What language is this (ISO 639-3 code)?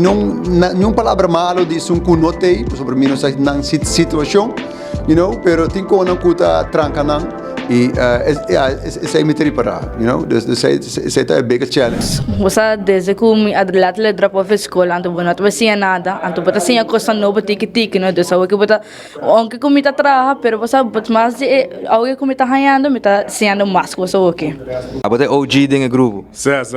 pap